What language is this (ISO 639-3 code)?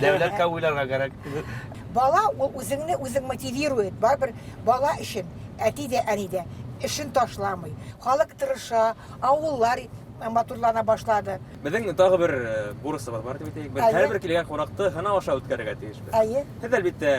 bak